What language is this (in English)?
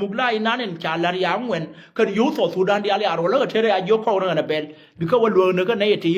Nuer